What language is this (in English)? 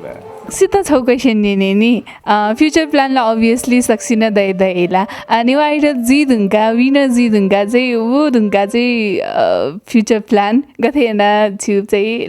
Newari